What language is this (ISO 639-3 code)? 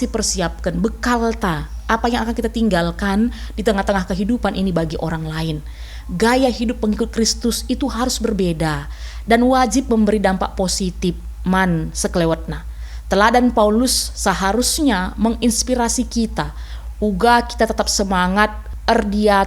btx